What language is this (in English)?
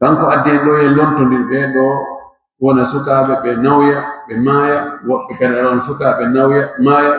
Pular